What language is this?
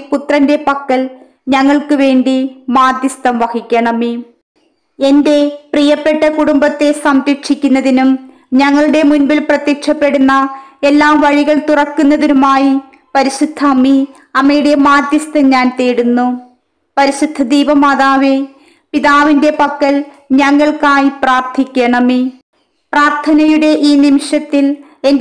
Malayalam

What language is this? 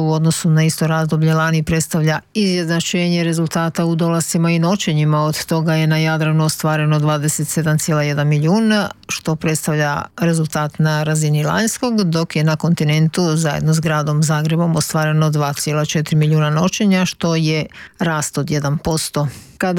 Croatian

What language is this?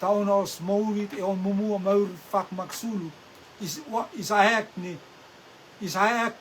Rotuman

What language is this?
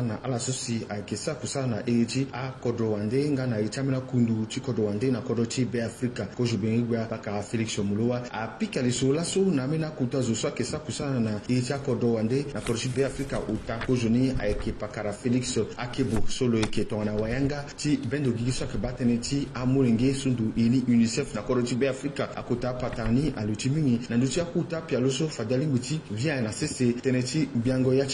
Sango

